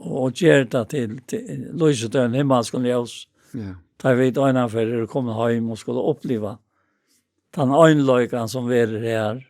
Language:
Faroese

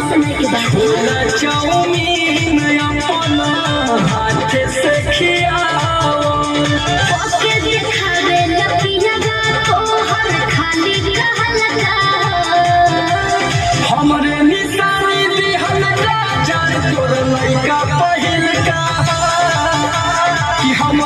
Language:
Bhojpuri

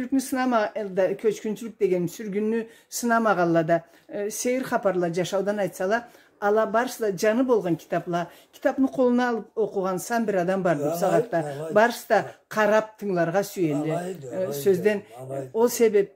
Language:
Karachay-Balkar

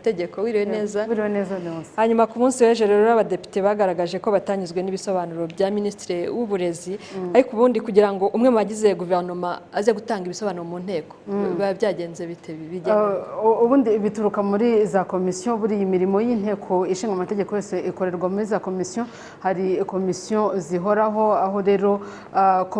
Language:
Kinyarwanda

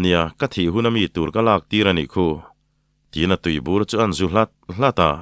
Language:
Mizo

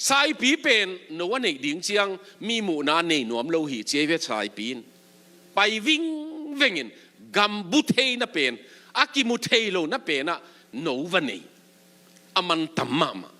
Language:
Tedim Chin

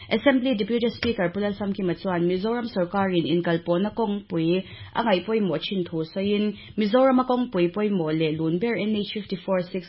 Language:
Mizo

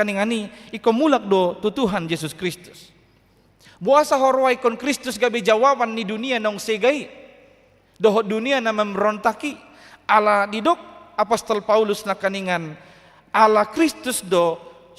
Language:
Batak Toba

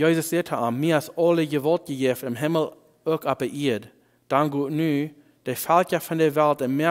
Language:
Plautdietsch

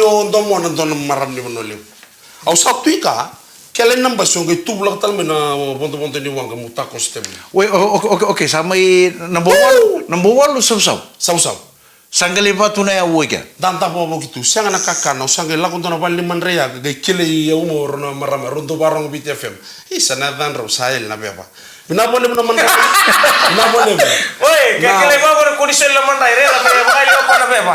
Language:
Fijian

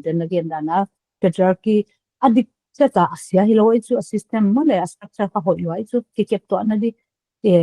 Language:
Paite Chin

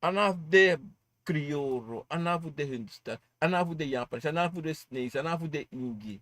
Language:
Sranan Tongo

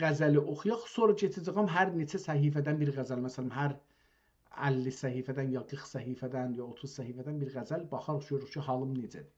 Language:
South Azerbaijani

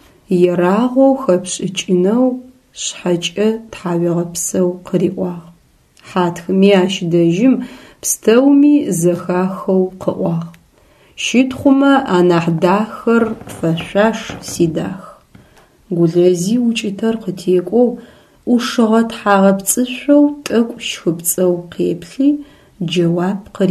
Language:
Adyghe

